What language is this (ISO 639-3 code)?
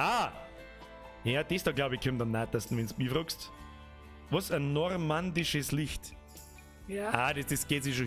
bar